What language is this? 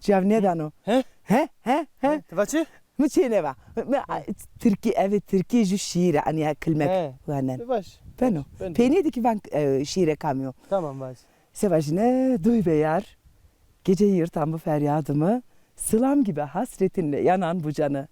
Zaza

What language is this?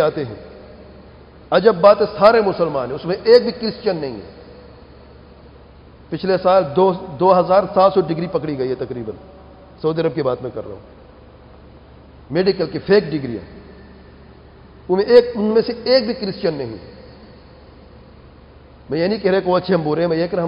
Urdu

